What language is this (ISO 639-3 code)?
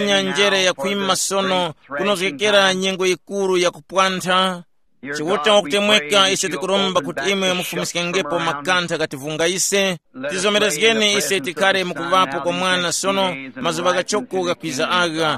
tum